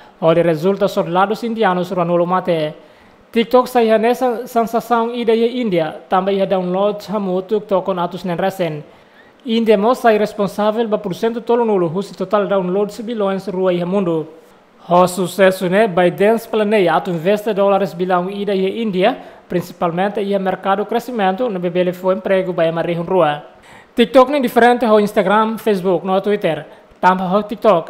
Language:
Tetum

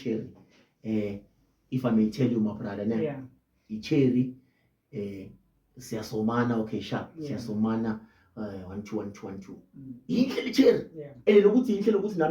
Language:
Zulu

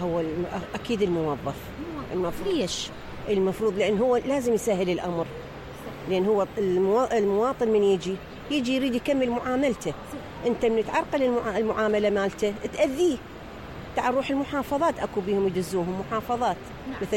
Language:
Mesopotamian Arabic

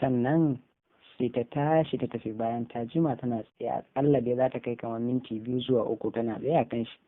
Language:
Hausa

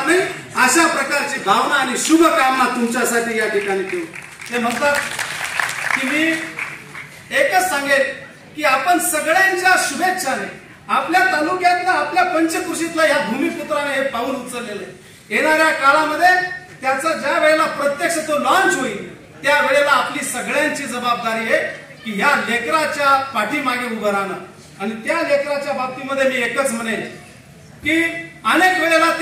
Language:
Marathi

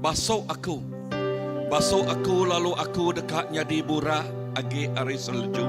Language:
Iban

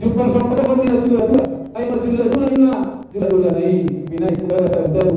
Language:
Batak Toba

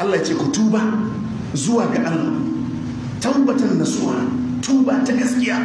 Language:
Hausa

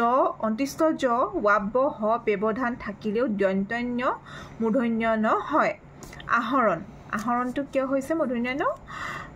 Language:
Assamese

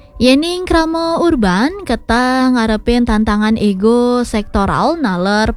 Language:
Balinese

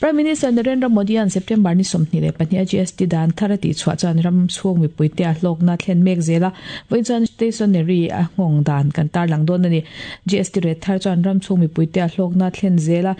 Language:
Mizo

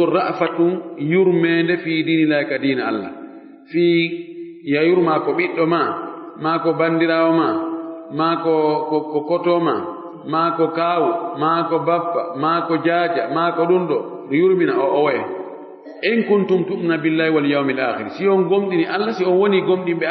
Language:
Fula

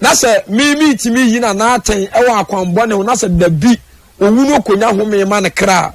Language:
Akan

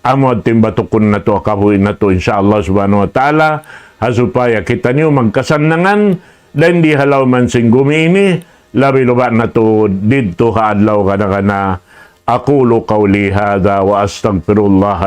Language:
Tausug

